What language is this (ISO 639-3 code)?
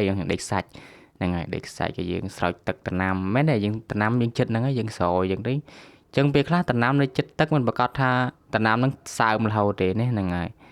khm